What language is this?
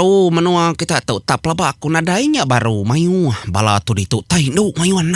Iban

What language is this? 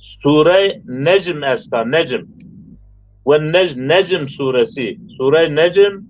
Zaza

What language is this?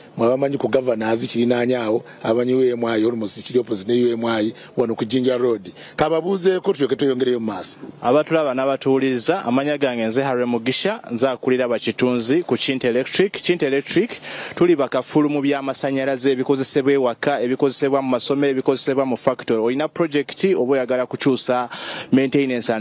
Ganda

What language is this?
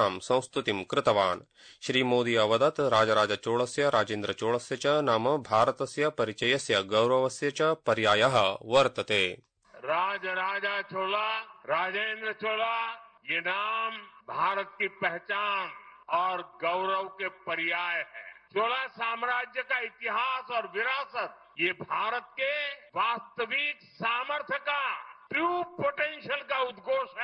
Sanskrit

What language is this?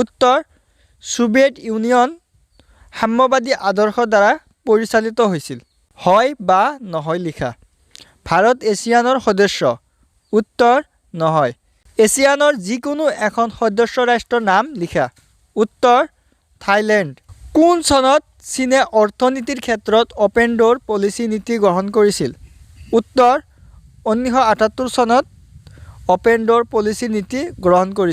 Assamese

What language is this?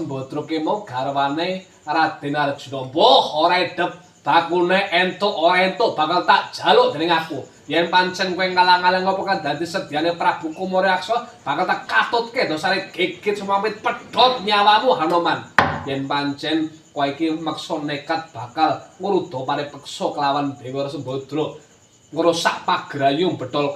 Javanese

